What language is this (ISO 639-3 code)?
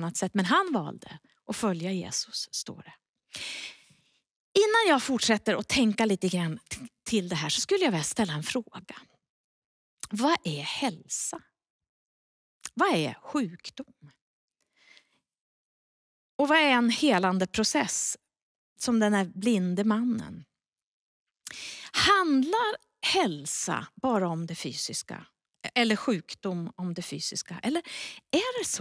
swe